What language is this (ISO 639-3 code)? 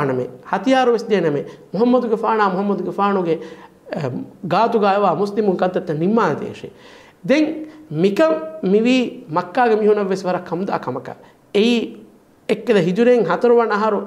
div